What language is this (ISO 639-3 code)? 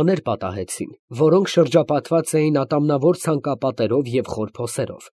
hye